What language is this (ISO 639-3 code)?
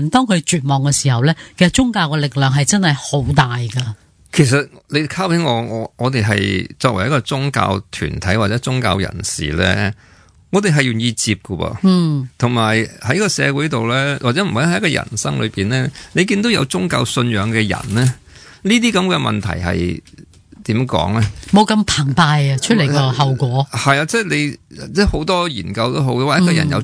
yue